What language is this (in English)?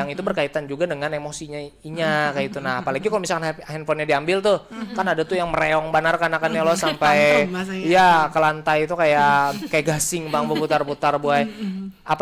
Banjar